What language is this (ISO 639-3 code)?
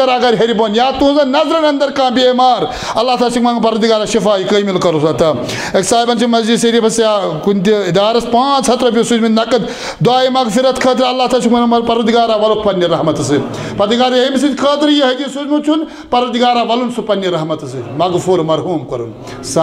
kas